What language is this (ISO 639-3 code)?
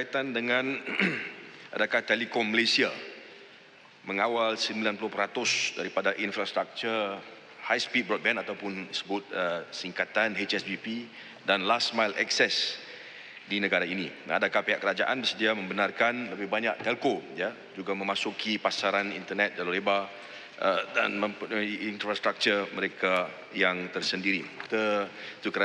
msa